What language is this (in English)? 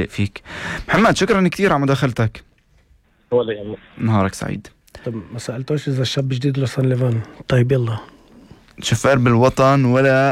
North Levantine Arabic